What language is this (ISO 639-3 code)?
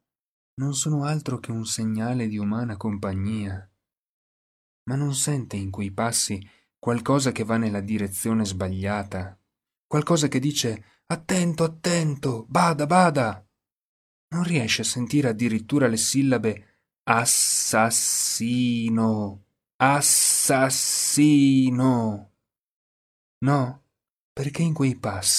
ita